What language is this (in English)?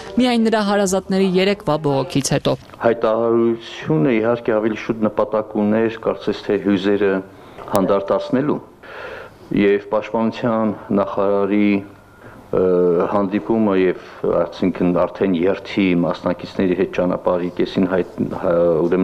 Armenian